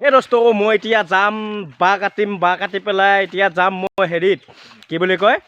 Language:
Assamese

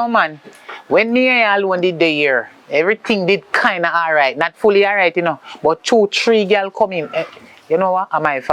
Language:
Jamaican Creole English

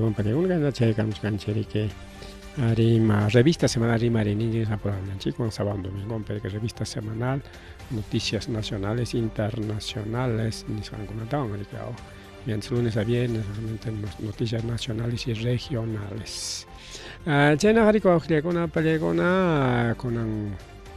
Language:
Ayacucho Quechua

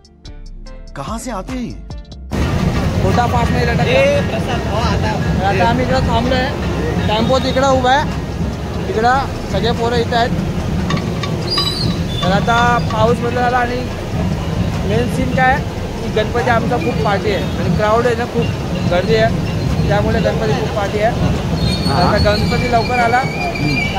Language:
Marathi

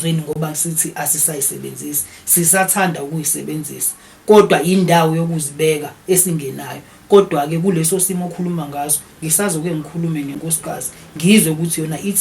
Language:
Zulu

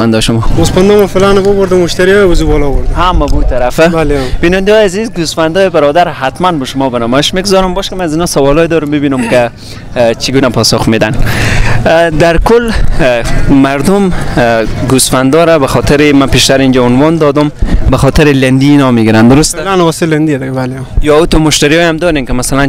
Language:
Persian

